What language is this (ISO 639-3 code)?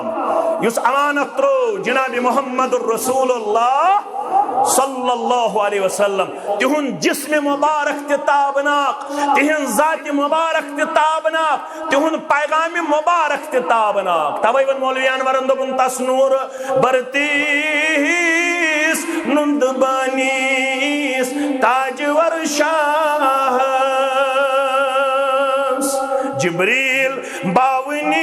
kas